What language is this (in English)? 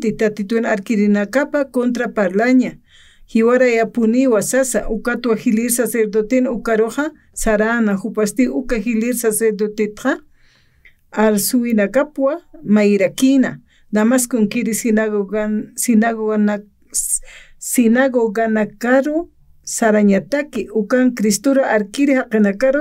Aymara